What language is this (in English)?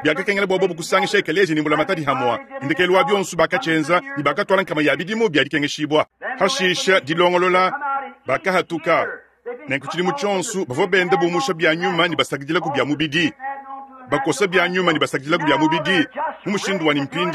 Luba-Lulua